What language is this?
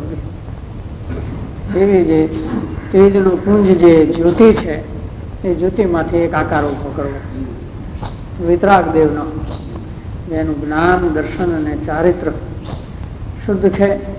Gujarati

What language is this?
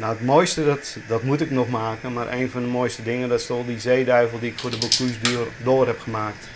Western Frisian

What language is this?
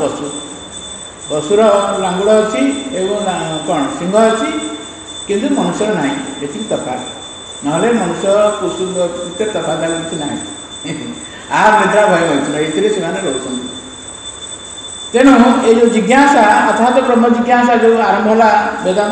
Odia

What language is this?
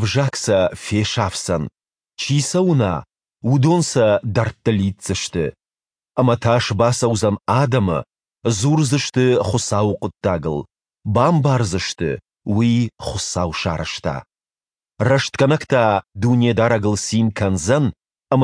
Ossetic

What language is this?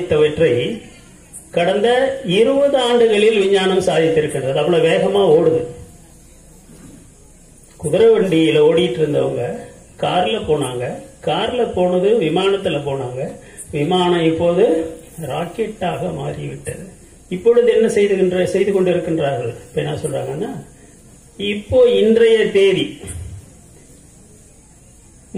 Tamil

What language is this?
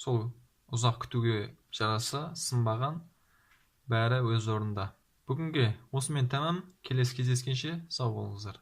Kazakh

